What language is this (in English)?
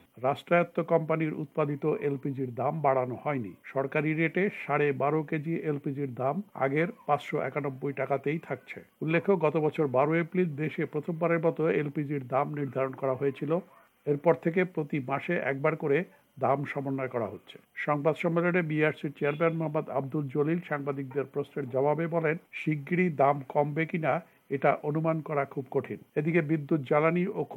Bangla